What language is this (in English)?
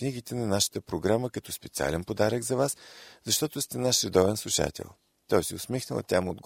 Bulgarian